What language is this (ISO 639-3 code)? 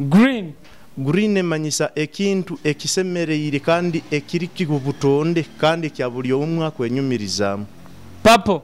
nyo